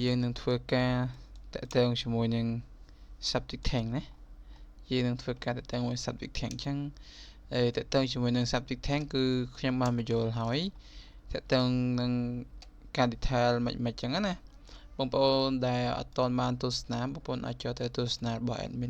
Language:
Khmer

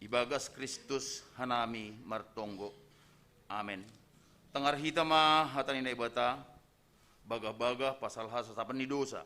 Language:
Batak Simalungun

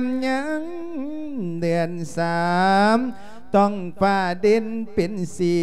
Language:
Lao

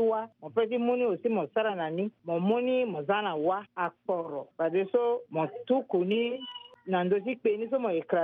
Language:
Sango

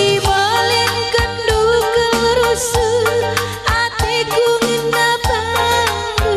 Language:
Batak Karo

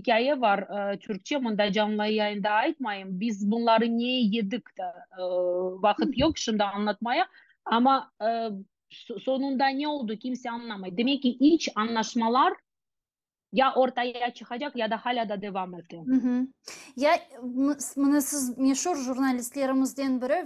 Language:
Crimean Tatar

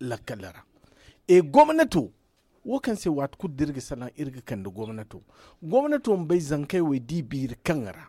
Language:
Zarma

